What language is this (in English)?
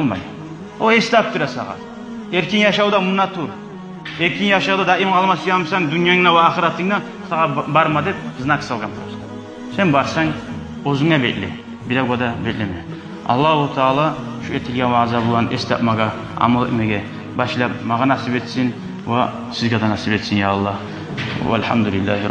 Kumyk